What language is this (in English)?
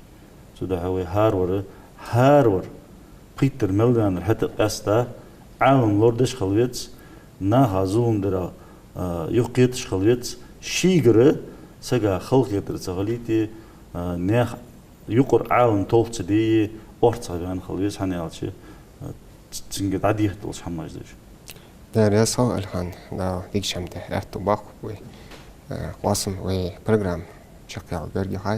Ingush